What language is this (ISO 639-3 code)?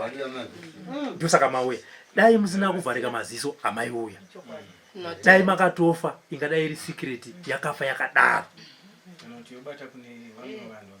sna